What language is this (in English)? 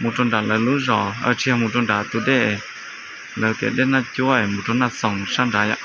Hmong